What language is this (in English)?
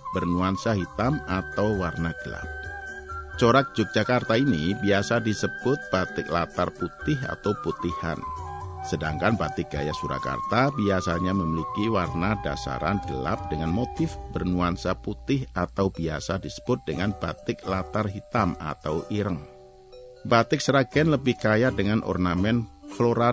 Indonesian